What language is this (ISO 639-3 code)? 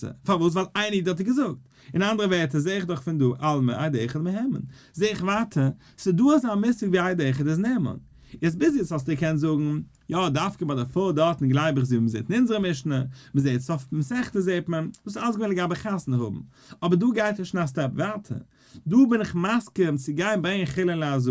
yid